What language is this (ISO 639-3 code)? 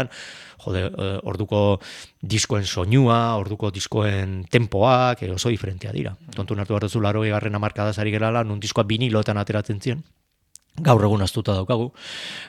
eus